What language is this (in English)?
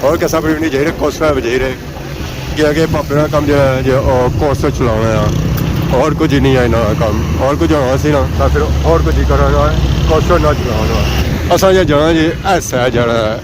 Pahari-Potwari